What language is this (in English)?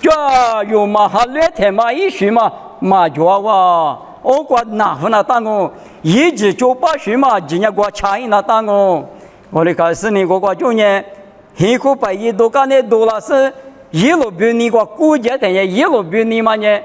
Lisu